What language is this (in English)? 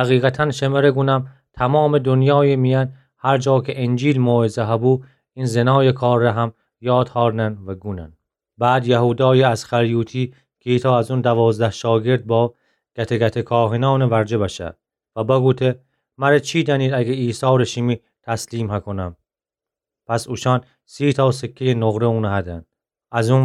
Gilaki